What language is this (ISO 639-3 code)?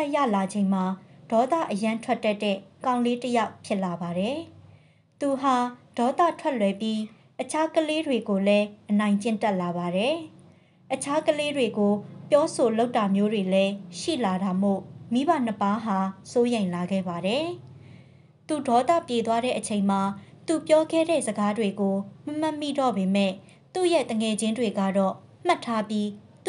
mya